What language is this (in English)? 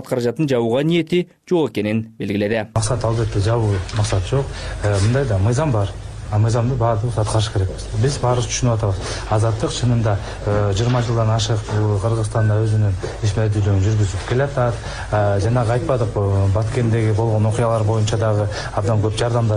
Kyrgyz